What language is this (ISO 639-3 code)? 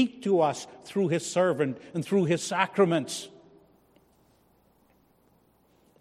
eng